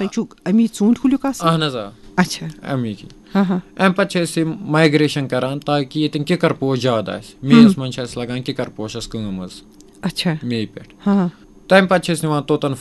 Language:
Kashmiri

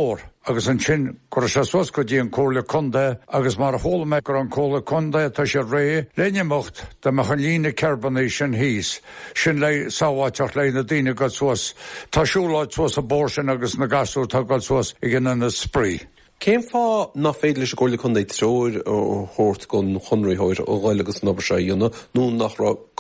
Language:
Irish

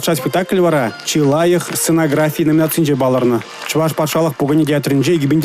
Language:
Chuvash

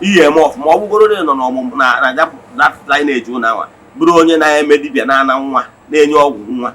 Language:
Igbo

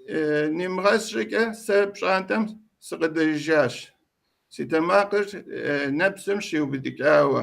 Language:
Kabardian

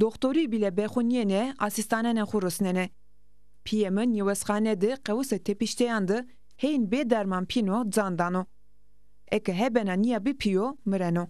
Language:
Zaza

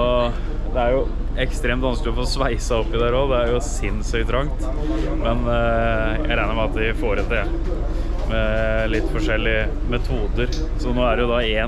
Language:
Norwegian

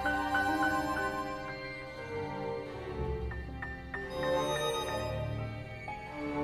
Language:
Greek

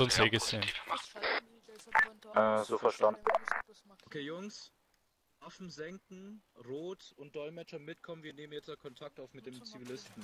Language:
German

